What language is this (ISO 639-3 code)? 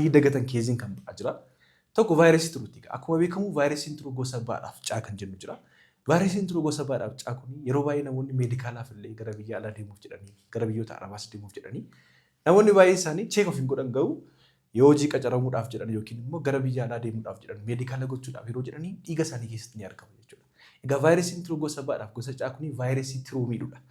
orm